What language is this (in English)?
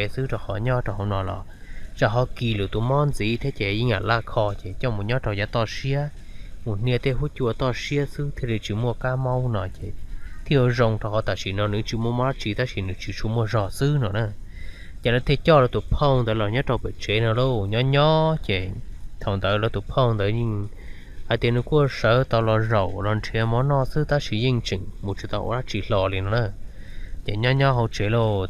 Hmong